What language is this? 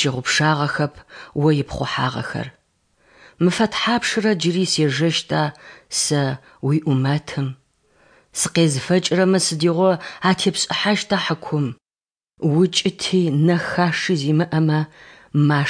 Adyghe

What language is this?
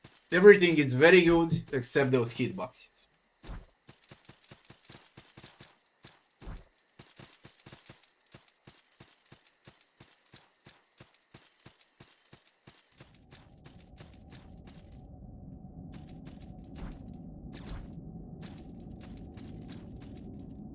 English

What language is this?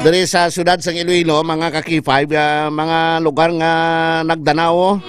Hiligaynon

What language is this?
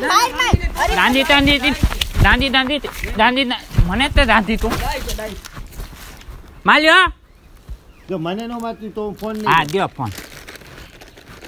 Gujarati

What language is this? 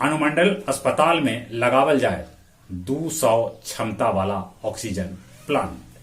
Magahi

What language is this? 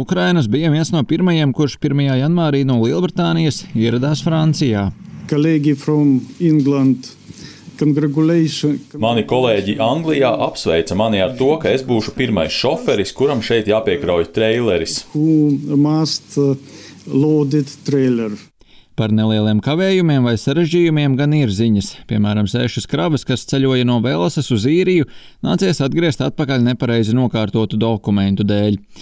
Latvian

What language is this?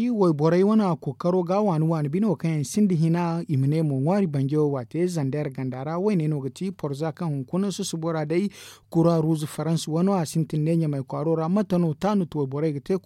Zarma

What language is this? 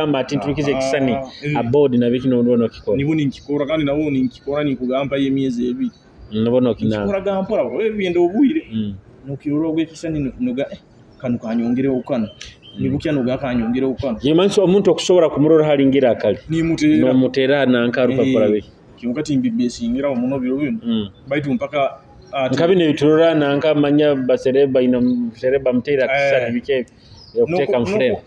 Nyoro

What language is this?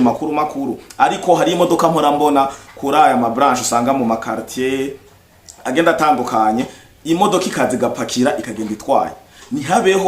Rundi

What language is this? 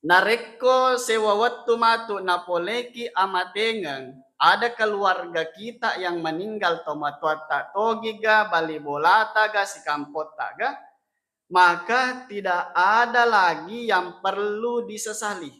Buginese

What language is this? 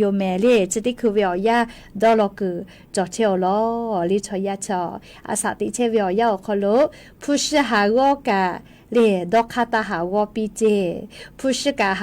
Lahu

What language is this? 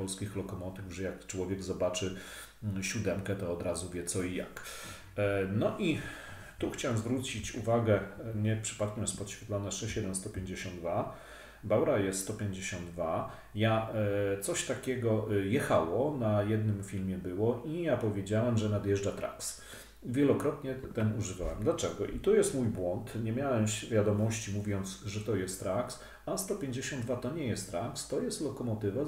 Polish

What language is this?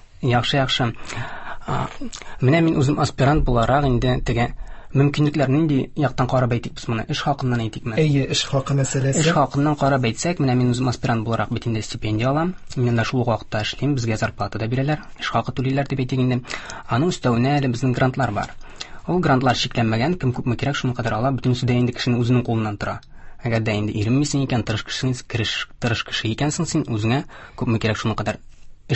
Tatar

